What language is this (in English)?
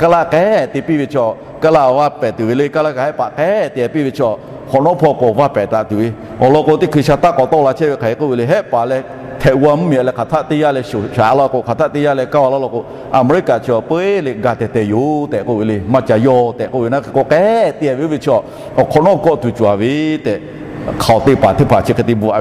Lahu